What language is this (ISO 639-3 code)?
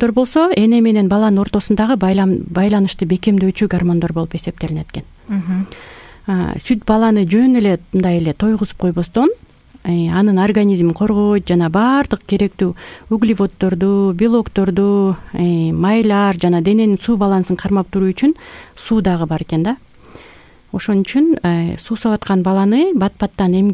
kir